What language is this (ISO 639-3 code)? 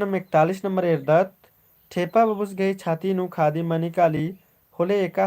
kru